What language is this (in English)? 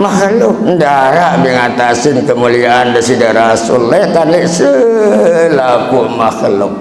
Sasak